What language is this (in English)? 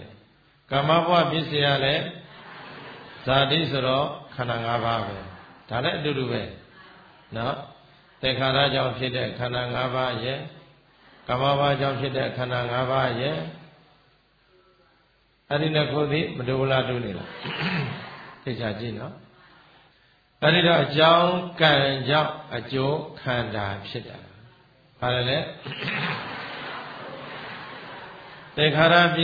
Burmese